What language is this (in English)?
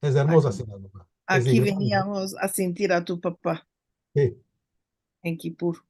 Ladino